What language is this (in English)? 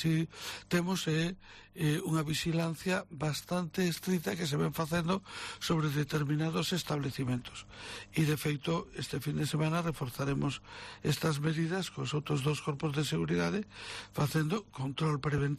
Galician